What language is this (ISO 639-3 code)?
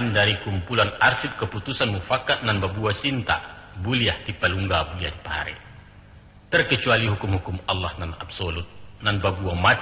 min